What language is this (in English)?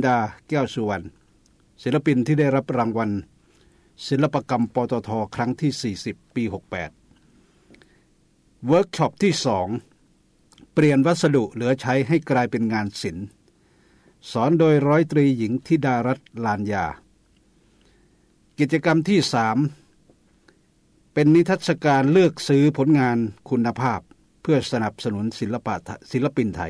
Thai